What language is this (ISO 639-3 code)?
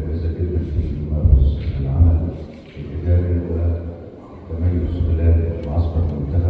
arz